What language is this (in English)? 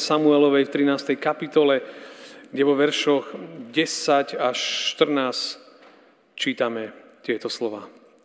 Slovak